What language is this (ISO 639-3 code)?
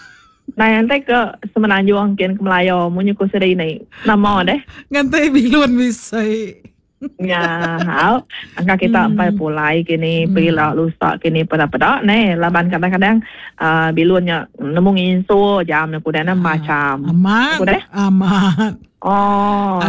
iba